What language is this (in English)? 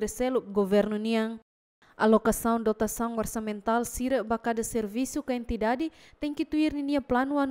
Tetum